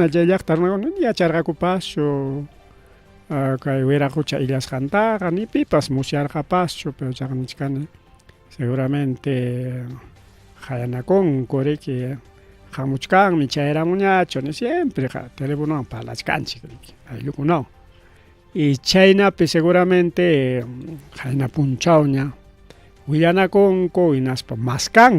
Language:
Ayacucho Quechua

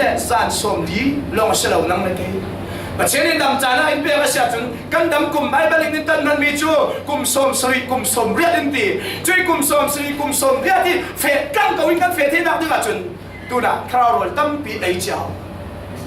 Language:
Falam Chin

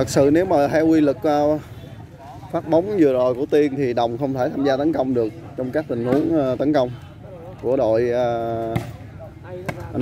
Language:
Vietnamese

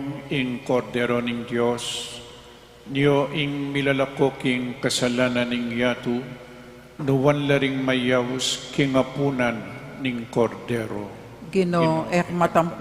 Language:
Pampanga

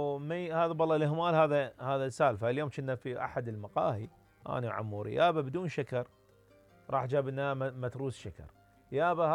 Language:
Mesopotamian Arabic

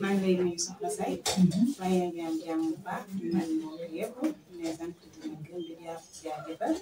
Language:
Wolof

